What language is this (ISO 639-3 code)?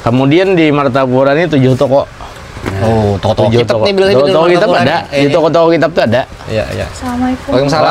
bjn